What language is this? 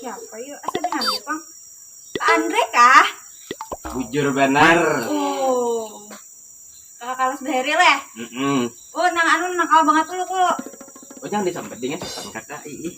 Banjar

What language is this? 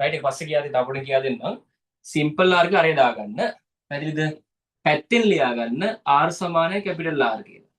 Sinhala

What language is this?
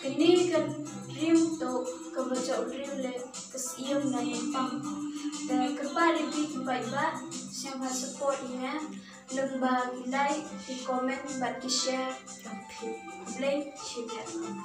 Khasi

